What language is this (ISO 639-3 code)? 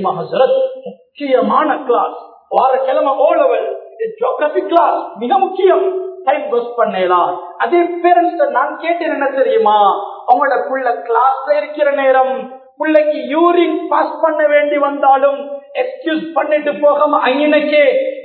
tam